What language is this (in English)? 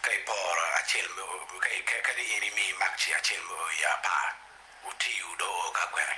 Acoli